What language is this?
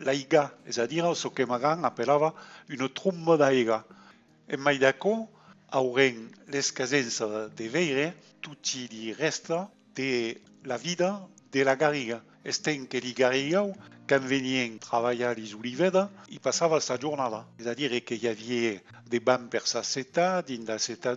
Occitan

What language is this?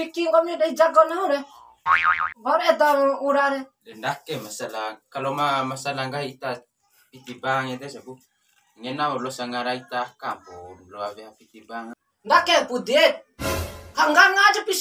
Bima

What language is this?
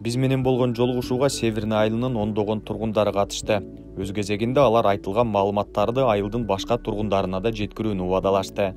Kyrgyz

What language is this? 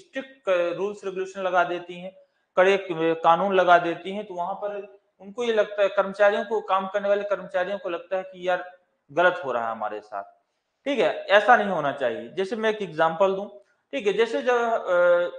Hindi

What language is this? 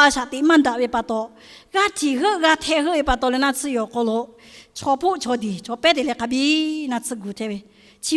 Lahu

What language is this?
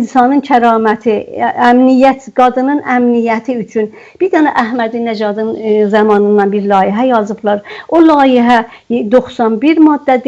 South Azerbaijani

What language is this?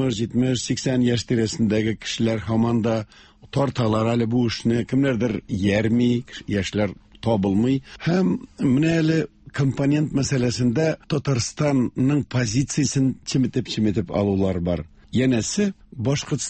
Tatar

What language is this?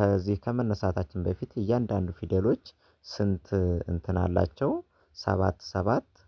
Amharic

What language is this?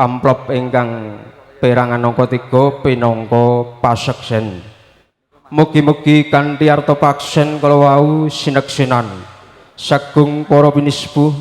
Javanese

